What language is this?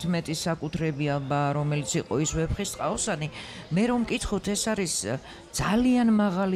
Georgian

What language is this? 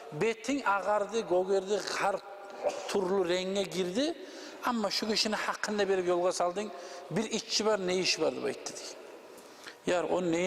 Kumyk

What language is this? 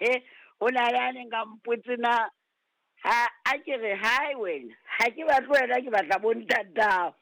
Southern Sotho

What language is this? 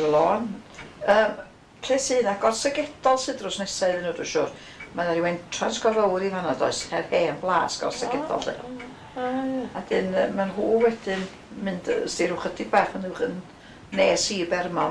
Welsh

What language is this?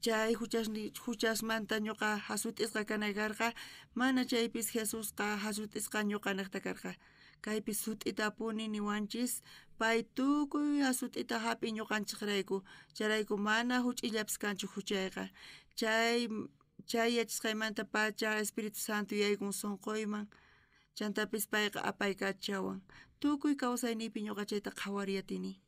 South Bolivian Quechua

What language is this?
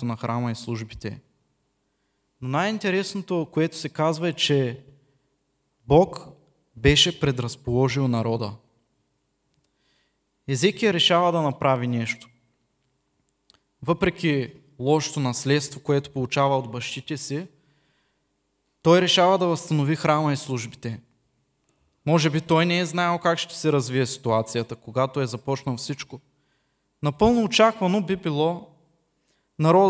Bulgarian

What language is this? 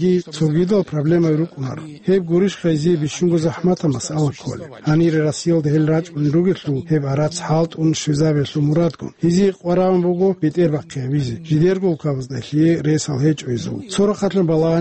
Avaric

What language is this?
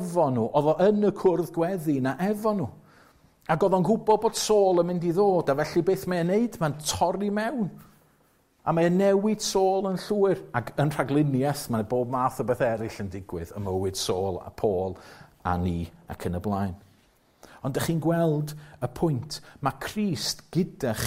Welsh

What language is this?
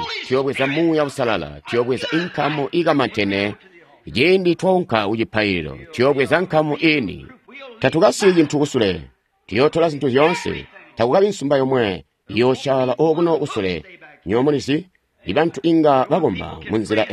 Tonga (Zambia)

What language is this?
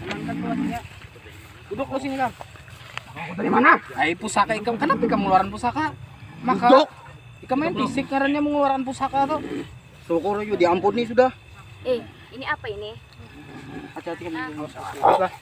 Banjar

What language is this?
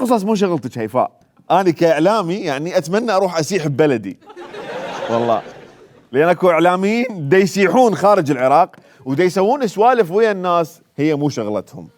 Mesopotamian Arabic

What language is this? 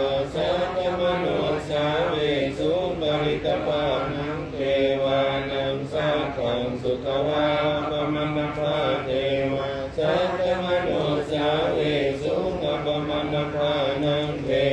Pali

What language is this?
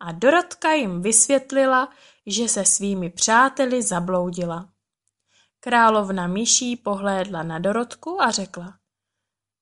Czech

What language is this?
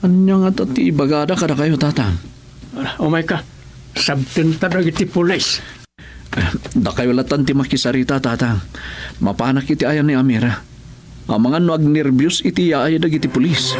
Iloko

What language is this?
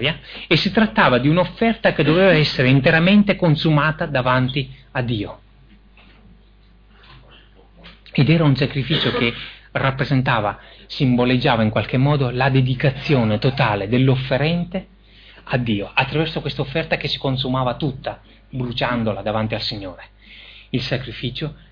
Italian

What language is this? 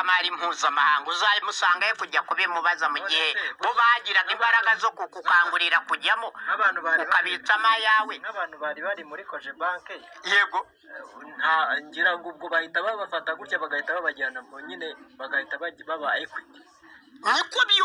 Kinyarwanda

